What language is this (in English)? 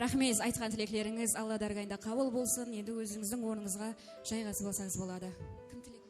Kara-Kalpak